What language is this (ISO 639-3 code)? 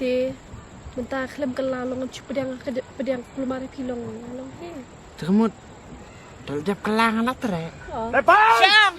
kha